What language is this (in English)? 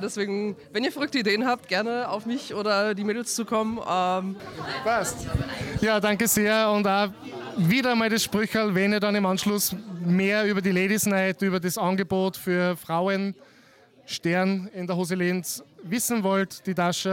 German